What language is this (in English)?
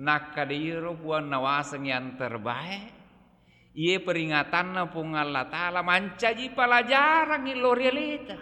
Buginese